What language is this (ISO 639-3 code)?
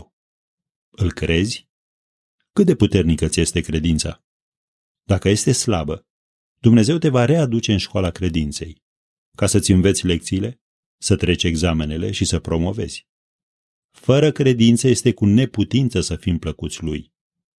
ron